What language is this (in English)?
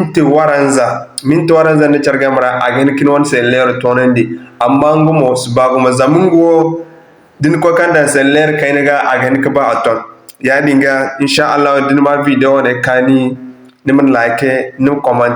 Zarma